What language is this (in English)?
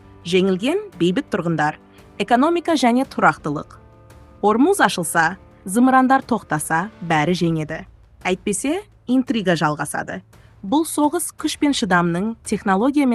Kazakh